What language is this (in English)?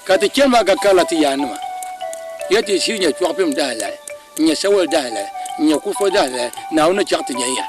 Dagbani